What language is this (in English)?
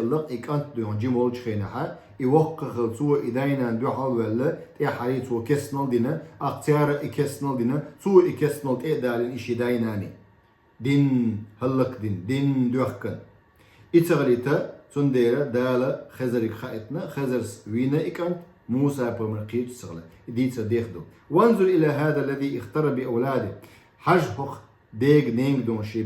Chechen